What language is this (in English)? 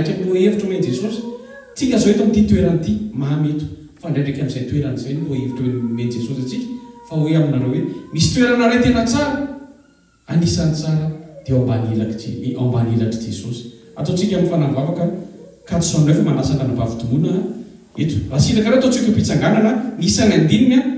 Malagasy